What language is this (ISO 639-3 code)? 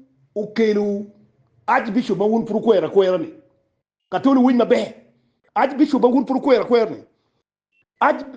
ach